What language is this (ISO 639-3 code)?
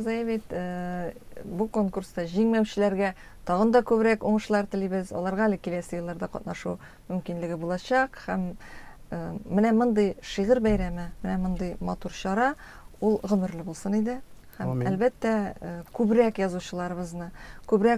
tat